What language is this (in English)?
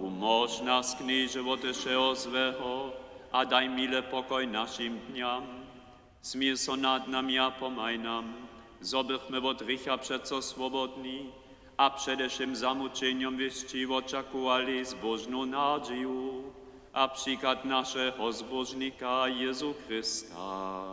Upper Sorbian